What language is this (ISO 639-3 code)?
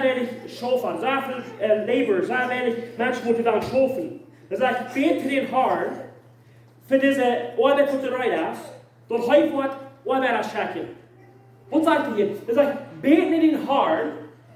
pdt